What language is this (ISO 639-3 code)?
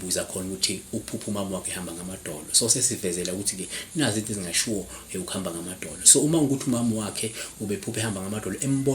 zul